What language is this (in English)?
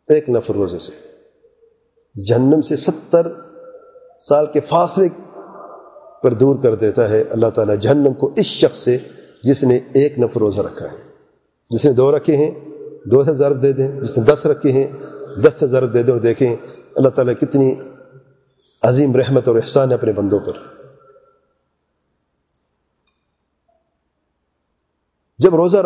Urdu